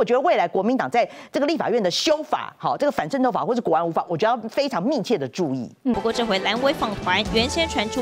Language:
Chinese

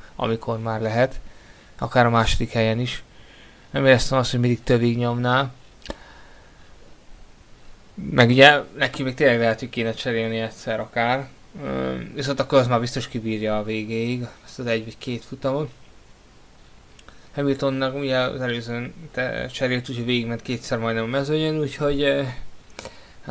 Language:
Hungarian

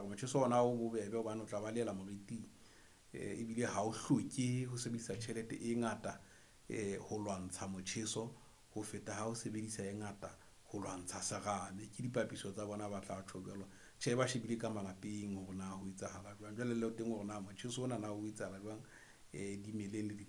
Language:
Southern Sotho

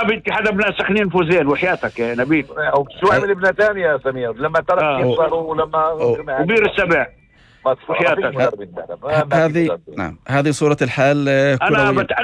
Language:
North Levantine Arabic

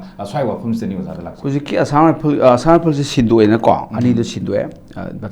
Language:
Manipuri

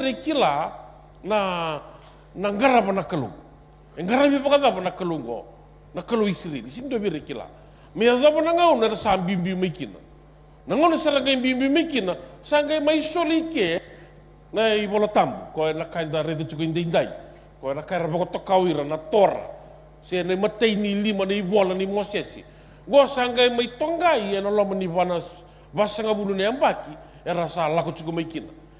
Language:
Fijian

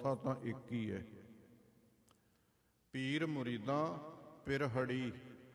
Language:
Punjabi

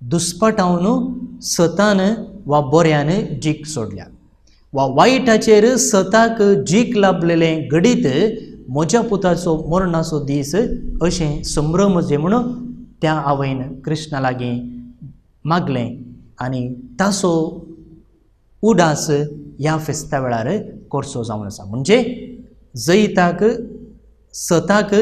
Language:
Konkani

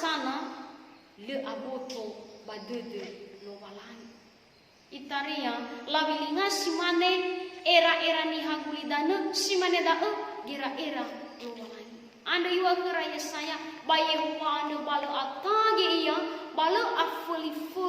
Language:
Nias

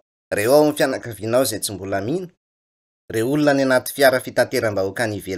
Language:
Malagasy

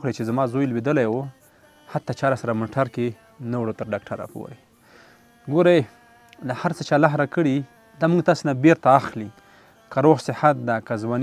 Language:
Pashto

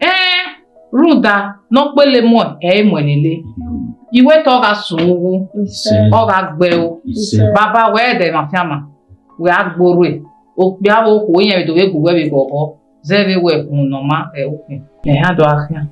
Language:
Bini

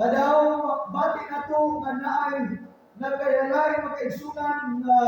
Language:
Cebuano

